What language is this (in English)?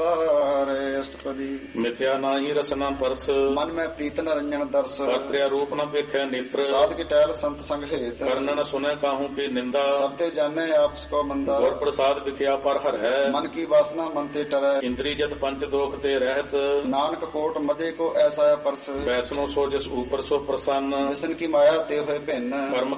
Punjabi